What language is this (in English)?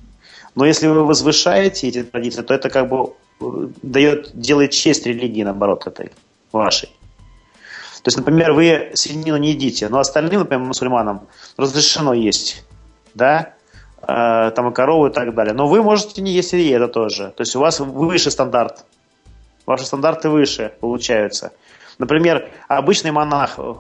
Russian